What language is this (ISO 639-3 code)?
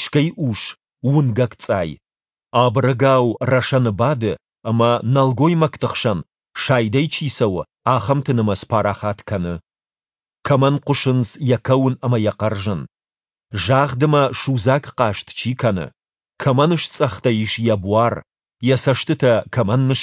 oss